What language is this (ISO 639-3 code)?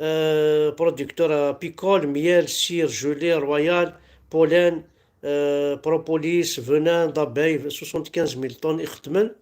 kab